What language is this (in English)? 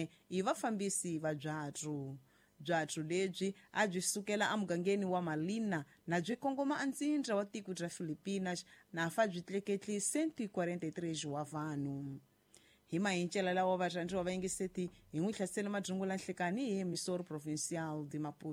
Tsonga